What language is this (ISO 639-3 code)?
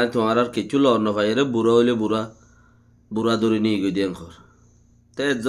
rhg